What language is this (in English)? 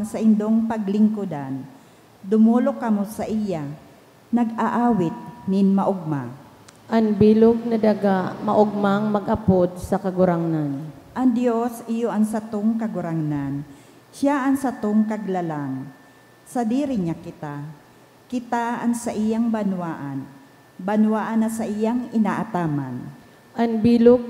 Bikol